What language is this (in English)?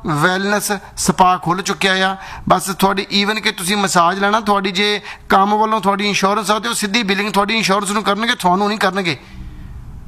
Punjabi